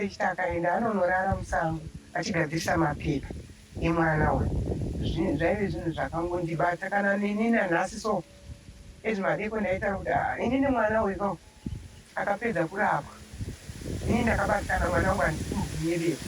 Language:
Shona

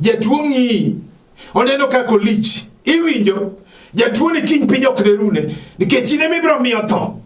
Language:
Luo (Kenya and Tanzania)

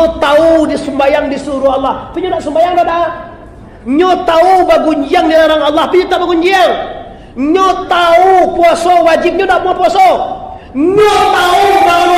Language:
Minangkabau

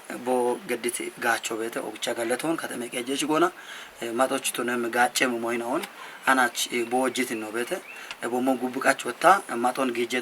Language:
Kafa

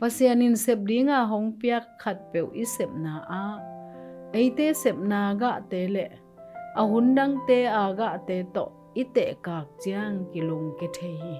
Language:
Tedim Chin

